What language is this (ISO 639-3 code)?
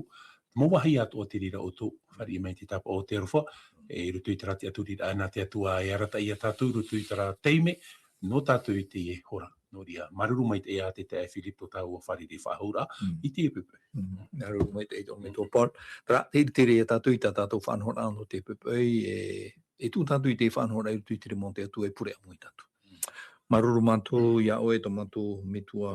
tah